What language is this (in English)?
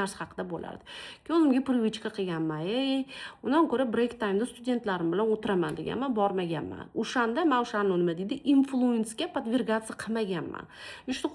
Uzbek